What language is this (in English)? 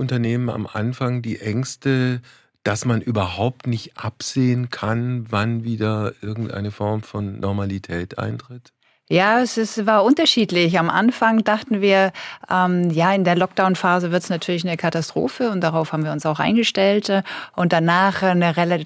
German